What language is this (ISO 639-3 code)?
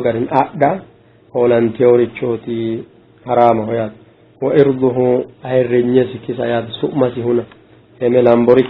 sid